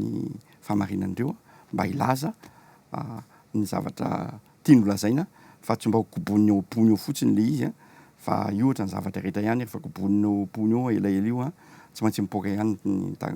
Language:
Malagasy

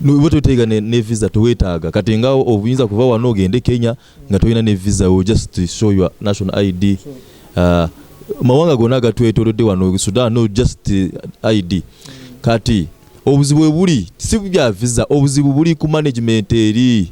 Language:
Ganda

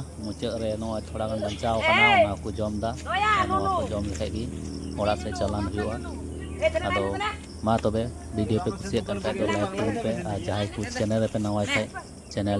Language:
Santali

